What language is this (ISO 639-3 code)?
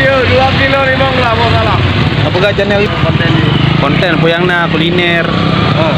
ace